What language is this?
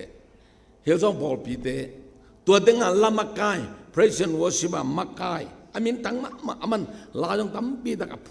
Tedim Chin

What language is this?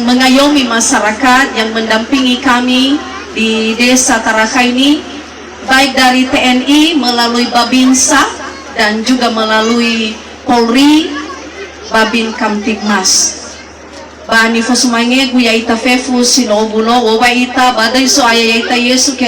Nias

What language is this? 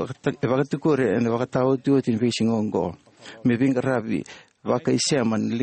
Fijian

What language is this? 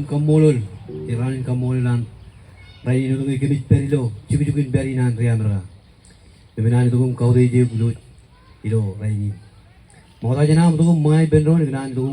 Marshallese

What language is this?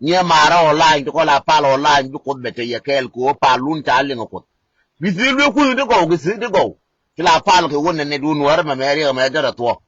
Nuer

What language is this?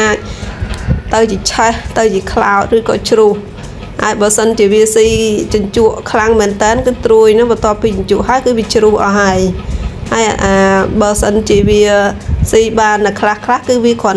Khmer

